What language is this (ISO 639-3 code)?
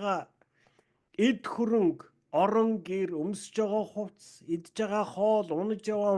mon